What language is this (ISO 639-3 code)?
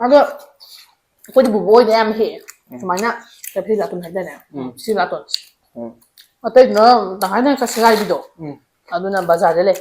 mni